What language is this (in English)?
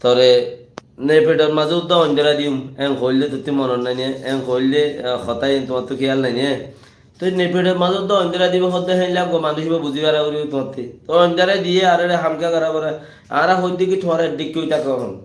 Rohingya